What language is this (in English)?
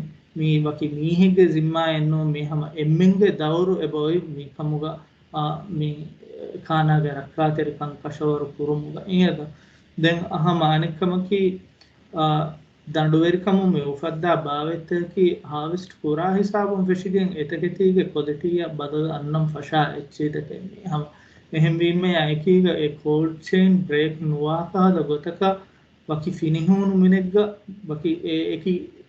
Divehi